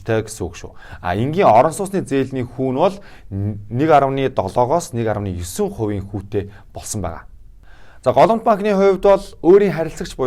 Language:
Mongolian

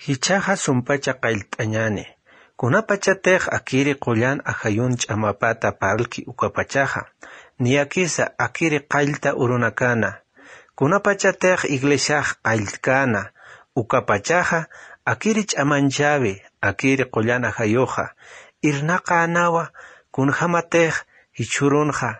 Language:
Aymara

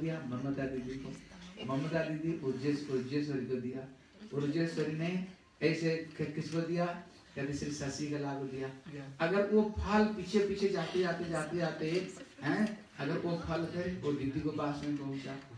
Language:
Hindi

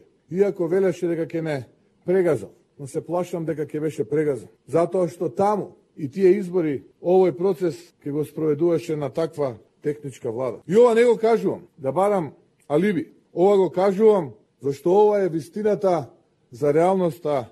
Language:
Macedonian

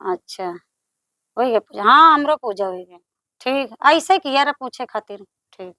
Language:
Awadhi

